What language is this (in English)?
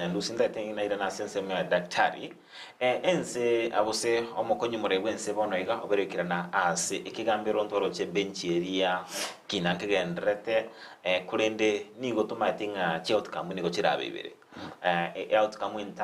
Gusii